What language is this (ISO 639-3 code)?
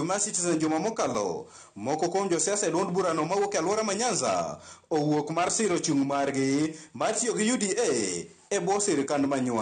luo